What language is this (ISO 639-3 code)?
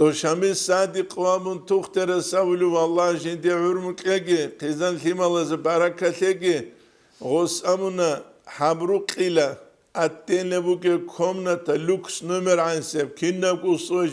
ava